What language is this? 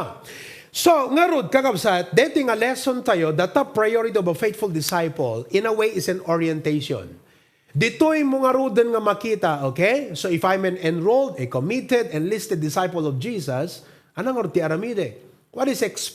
Iloko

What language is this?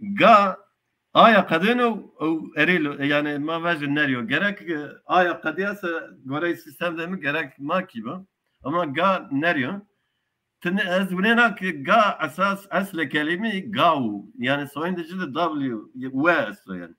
Zaza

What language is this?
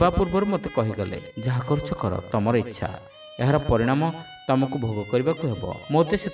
Odia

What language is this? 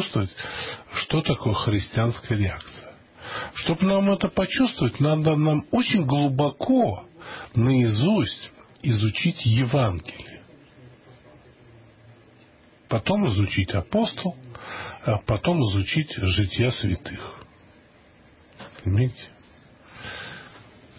Russian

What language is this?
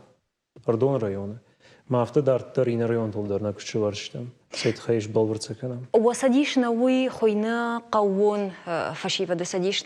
Ossetic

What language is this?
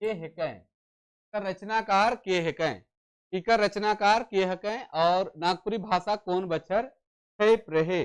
Sadri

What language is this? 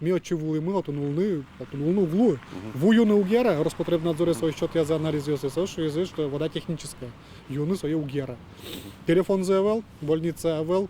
Udmurt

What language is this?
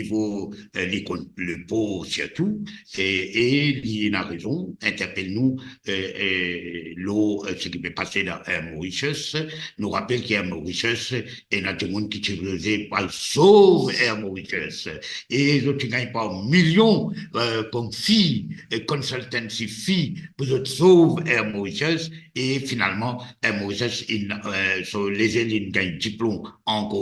Morisyen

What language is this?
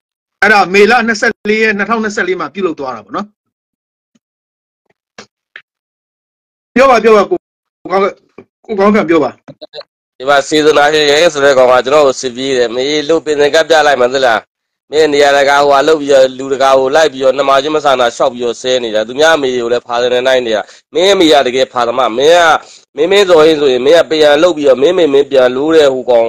Burmese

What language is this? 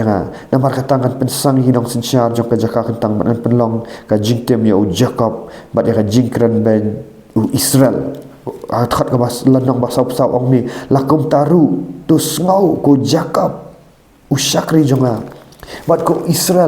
Khasi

